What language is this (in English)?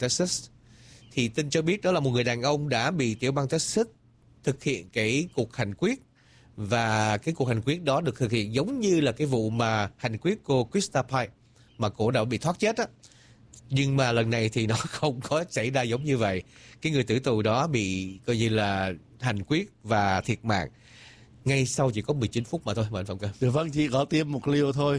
Vietnamese